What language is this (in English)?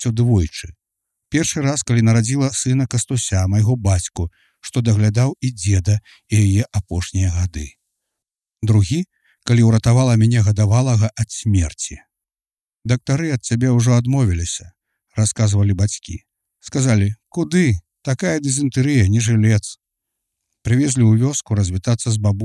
Belarusian